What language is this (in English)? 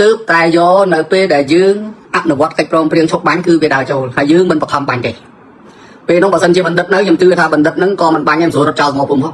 Khmer